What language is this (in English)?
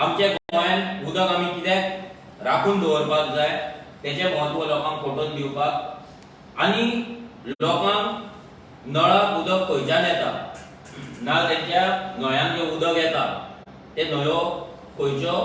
Konkani